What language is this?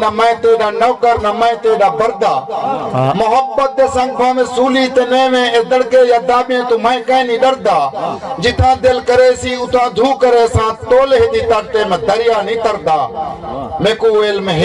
Saraiki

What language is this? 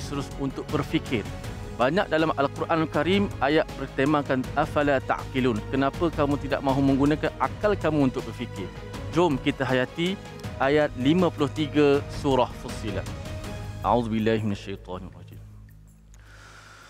Malay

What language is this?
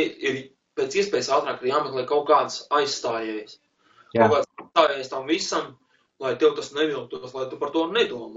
Latvian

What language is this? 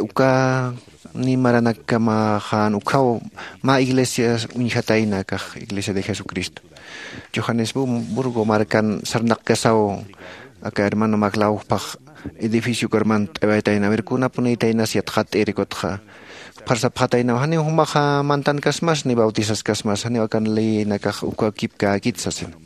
Aymara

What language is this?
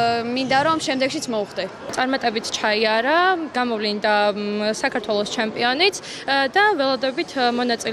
Georgian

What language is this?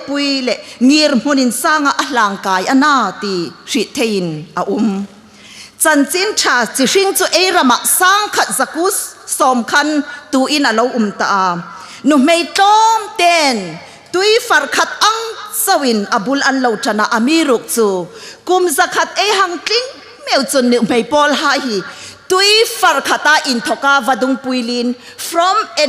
Hmar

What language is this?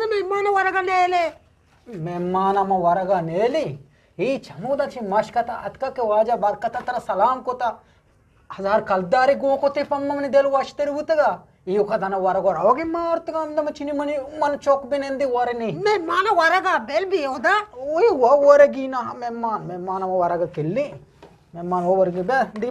Eastern Balochi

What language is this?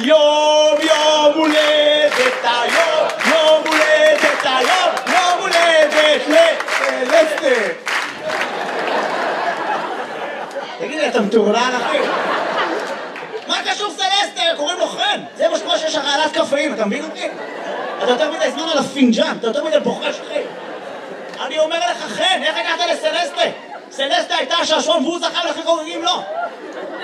Hebrew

